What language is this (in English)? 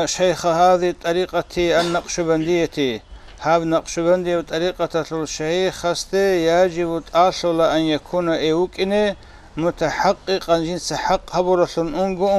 Avaric